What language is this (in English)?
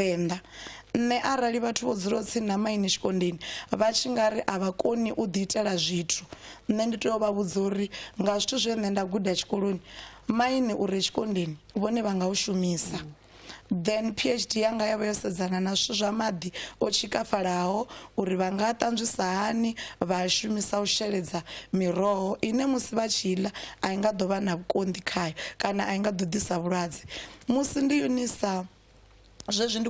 Venda